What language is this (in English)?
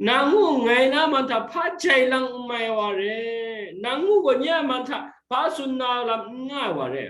Kachin